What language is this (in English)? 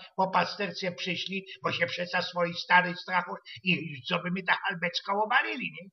Silesian